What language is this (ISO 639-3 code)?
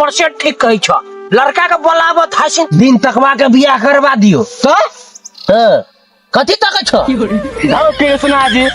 mai